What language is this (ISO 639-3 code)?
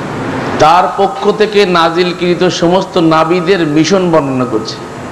ben